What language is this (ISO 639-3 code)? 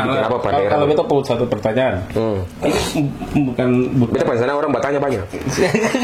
abs